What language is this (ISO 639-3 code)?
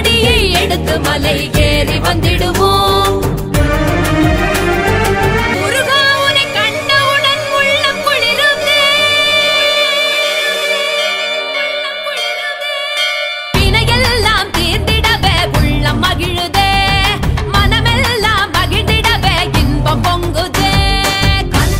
tam